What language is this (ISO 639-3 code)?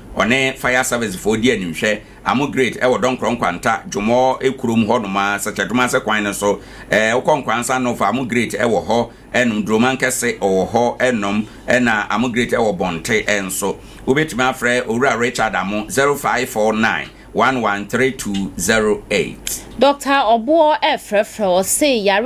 aka